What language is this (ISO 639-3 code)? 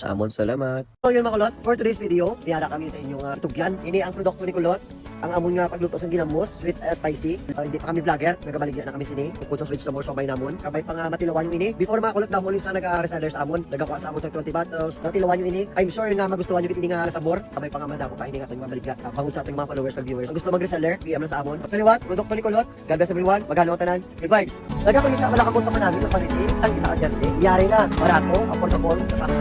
hil